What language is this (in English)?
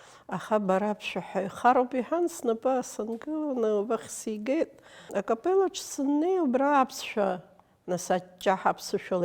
Abkhazian